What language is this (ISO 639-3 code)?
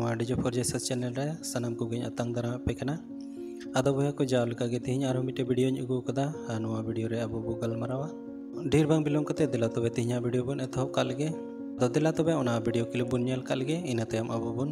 sat